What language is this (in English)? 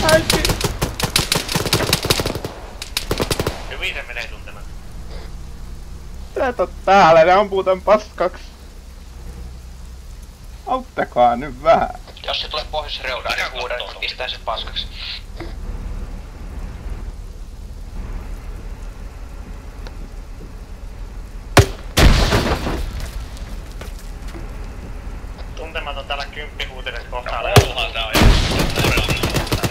Finnish